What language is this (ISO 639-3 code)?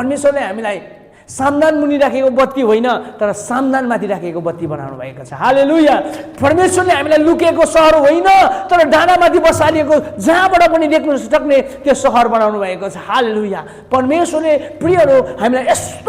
nep